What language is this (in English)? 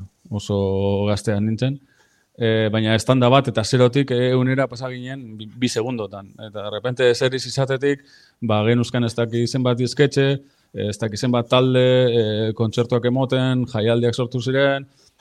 Basque